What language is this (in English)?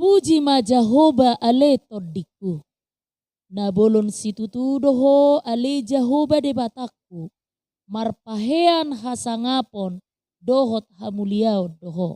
Batak Toba